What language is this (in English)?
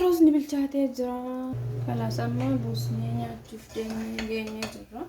Oromo